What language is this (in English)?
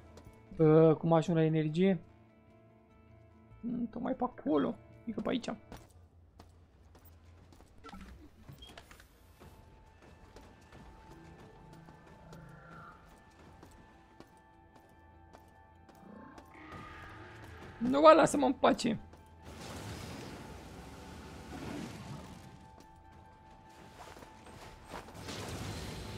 Romanian